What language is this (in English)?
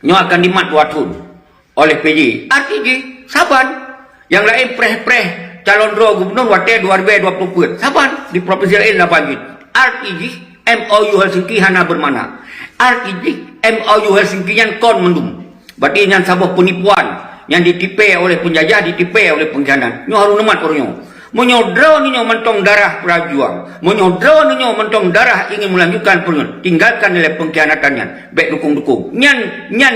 Achinese